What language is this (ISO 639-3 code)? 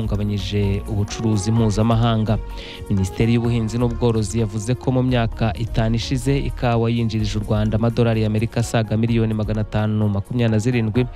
kin